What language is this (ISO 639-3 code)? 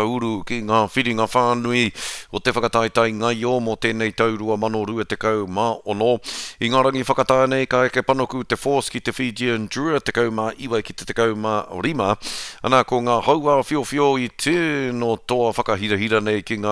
mri